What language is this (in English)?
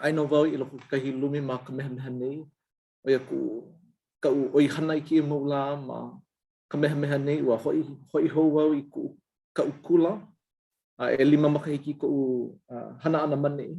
Hawaiian